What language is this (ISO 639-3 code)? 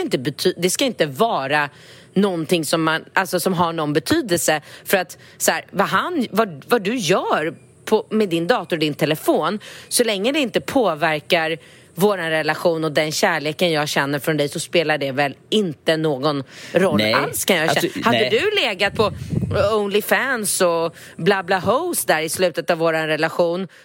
swe